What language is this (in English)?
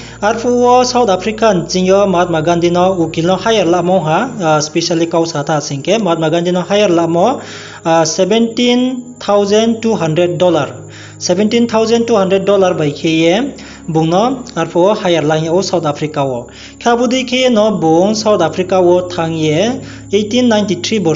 Riang (India)